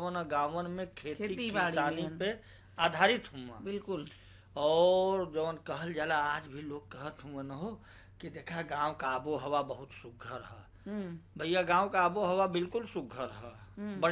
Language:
Bhojpuri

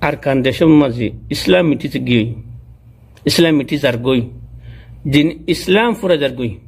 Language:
Rohingya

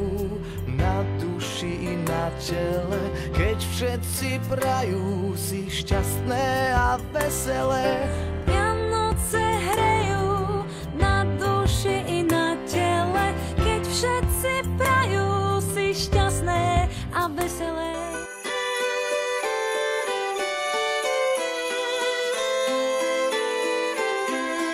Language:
Slovak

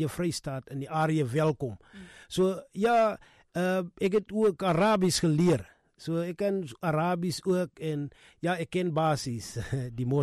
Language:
Afrikaans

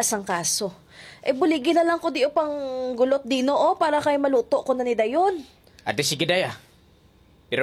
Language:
Hiligaynon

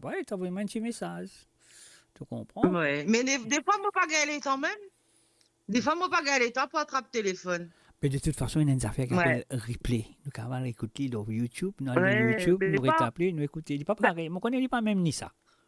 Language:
Morisyen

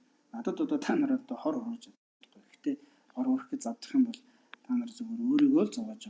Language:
Mongolian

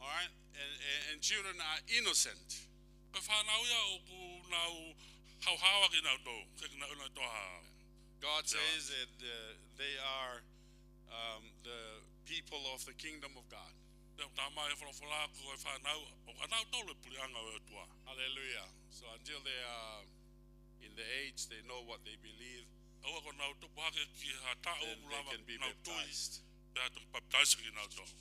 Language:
Tongan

